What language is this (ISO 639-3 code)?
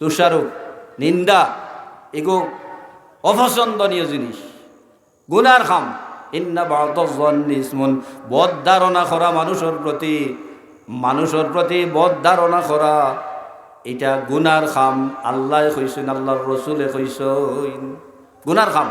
syl